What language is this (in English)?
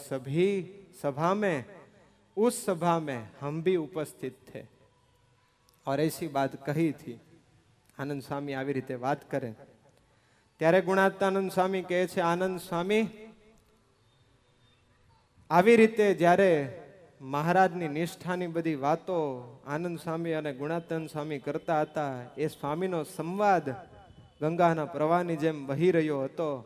Gujarati